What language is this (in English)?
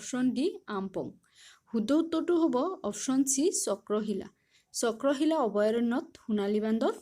Assamese